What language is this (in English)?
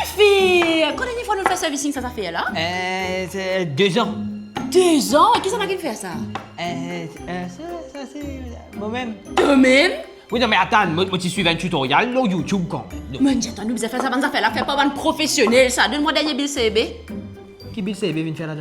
Morisyen